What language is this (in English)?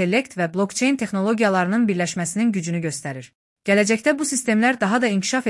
Azerbaijani